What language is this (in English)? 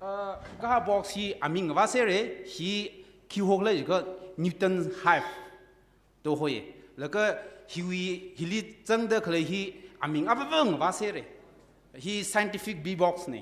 Tangkhul Naga (India)